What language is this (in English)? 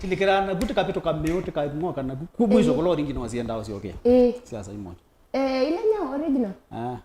Kamba